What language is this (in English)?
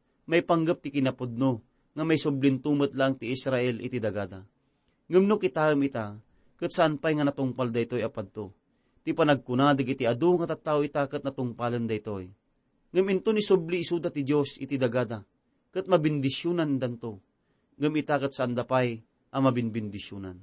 Iloko